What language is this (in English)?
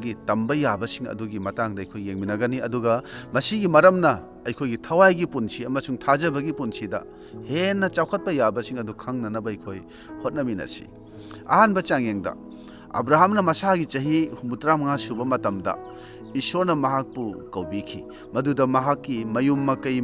Manipuri